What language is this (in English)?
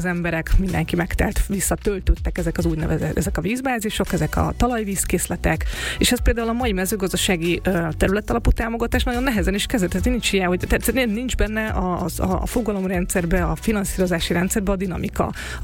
Hungarian